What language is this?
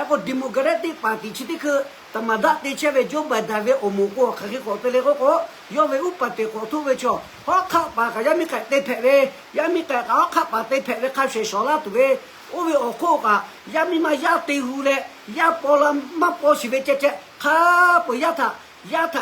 Lahu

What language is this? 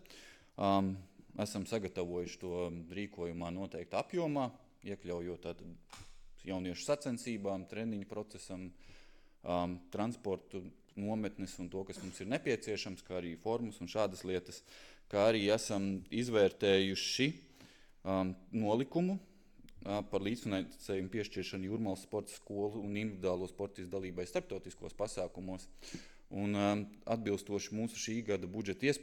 Latvian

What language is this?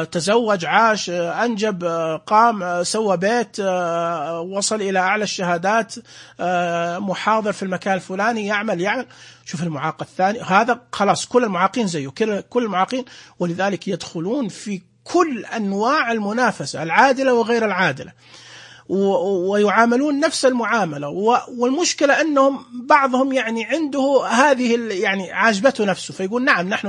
Najdi Arabic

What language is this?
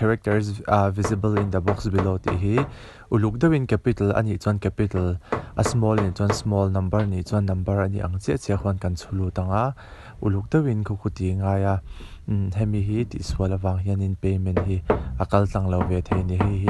Mizo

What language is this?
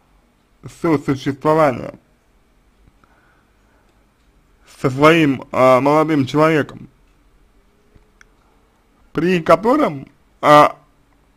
Russian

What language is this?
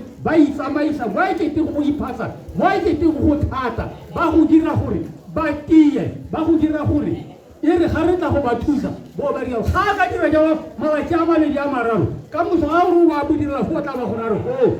Tswana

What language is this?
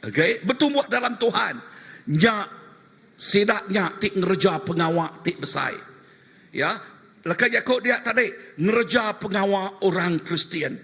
Iban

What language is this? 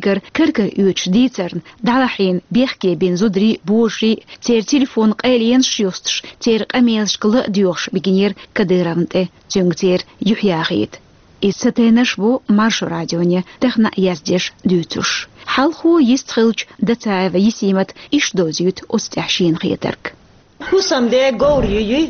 Chechen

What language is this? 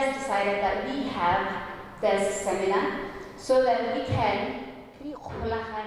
Tswana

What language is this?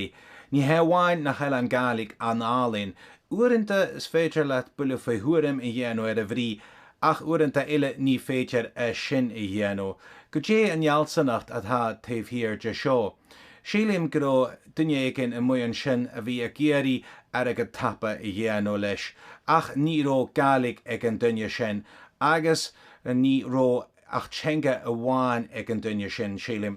Irish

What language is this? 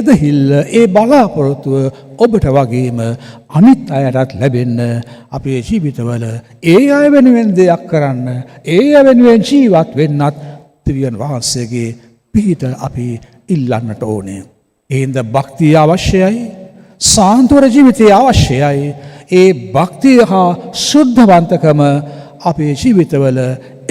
Sinhala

